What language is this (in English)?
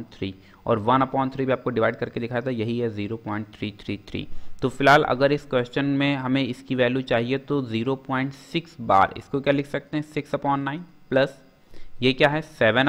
Hindi